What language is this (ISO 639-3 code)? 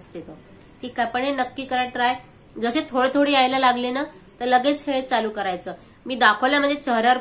mar